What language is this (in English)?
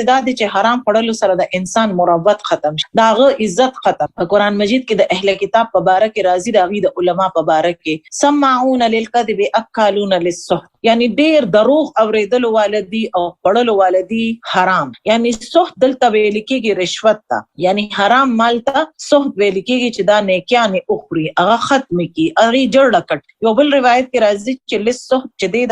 Pashto